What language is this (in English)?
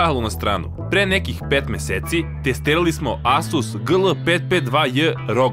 Serbian